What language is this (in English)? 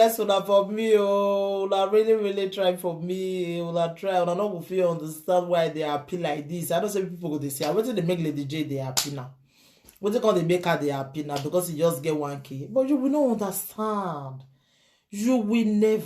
Nigerian Pidgin